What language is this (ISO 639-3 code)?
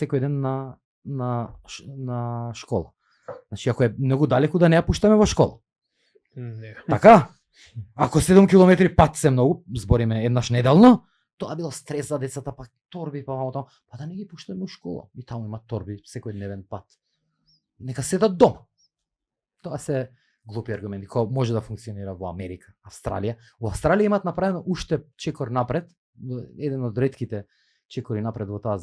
mkd